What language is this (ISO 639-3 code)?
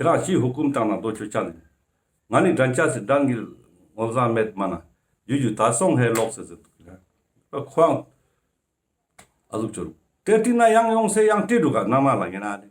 lbj